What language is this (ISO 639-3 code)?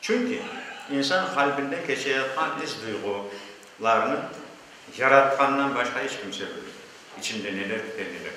crh